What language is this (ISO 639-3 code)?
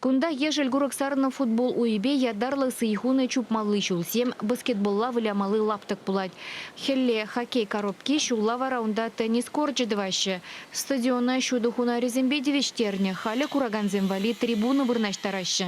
chv